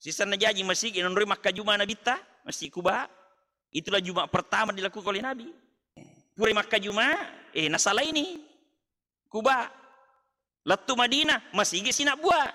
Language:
Buginese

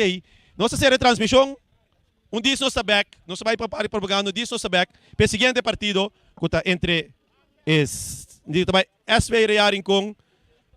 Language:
Papiamento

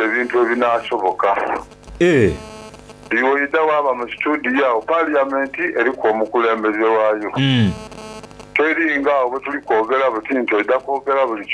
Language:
Soga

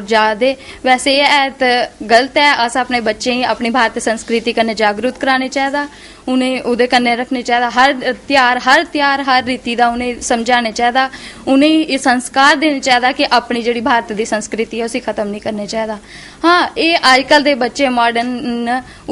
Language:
Dogri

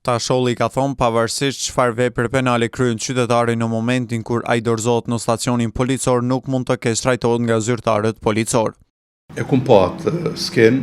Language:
Albanian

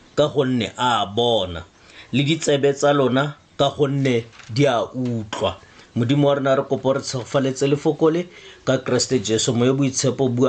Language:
Tswana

